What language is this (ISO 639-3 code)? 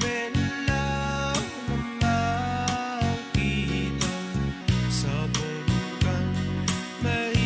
pon